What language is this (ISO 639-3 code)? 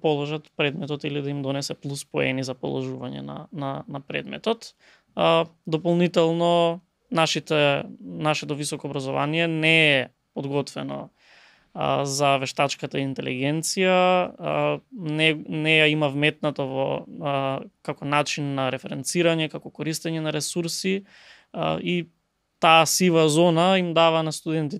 mkd